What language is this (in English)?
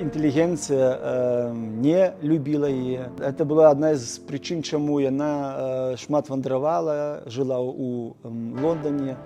Belarusian